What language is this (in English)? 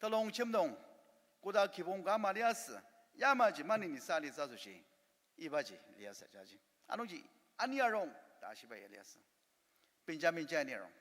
Ao Naga